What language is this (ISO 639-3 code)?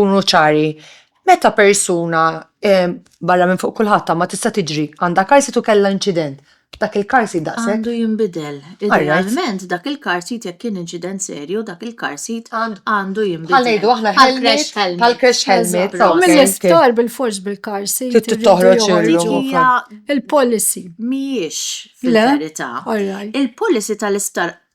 mlt